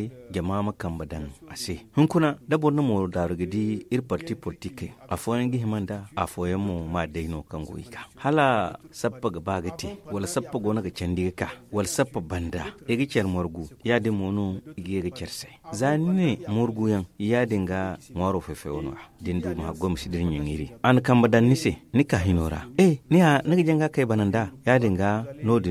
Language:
Zarma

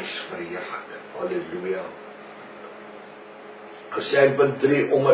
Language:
Afrikaans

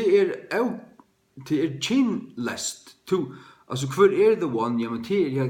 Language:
Faroese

